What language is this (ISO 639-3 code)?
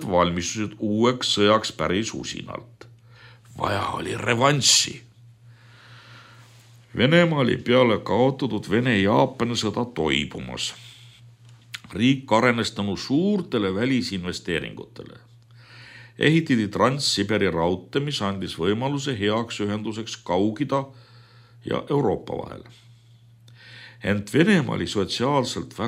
est